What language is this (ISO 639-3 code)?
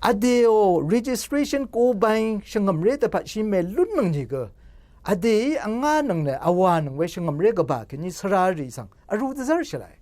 raw